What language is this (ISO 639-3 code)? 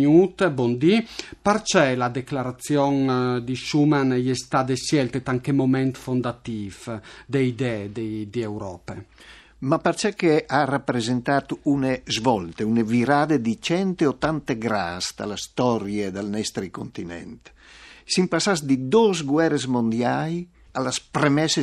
fur